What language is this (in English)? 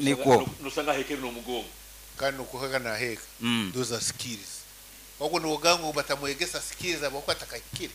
Nyankole